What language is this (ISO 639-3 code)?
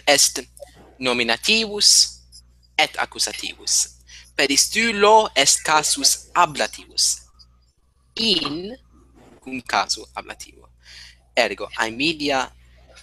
lat